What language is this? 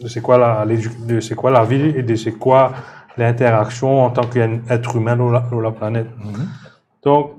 Morisyen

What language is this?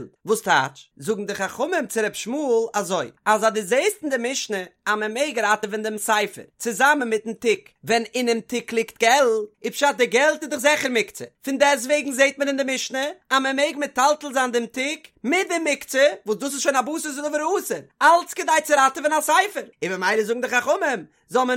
Yiddish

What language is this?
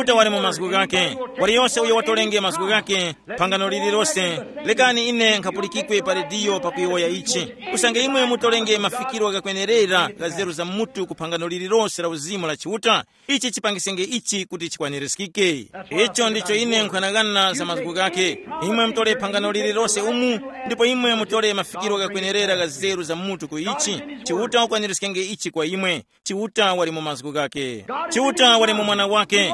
Tumbuka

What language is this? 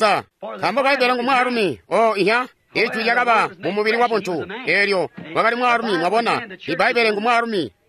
Tonga (Zambia)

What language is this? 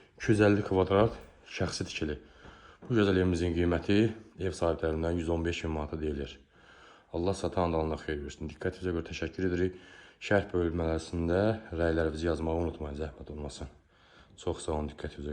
Azerbaijani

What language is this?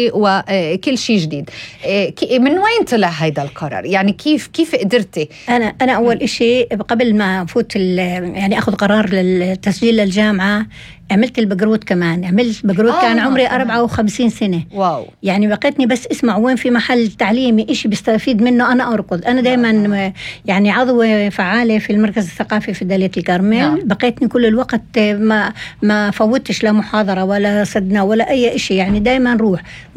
North Levantine Arabic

